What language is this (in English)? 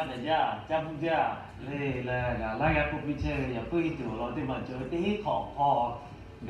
Lahu